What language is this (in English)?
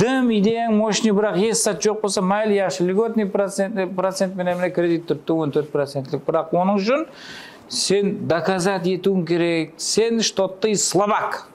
Kara-Kalpak